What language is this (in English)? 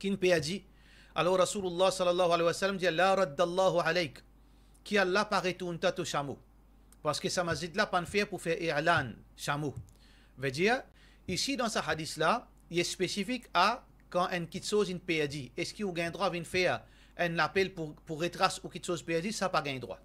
Morisyen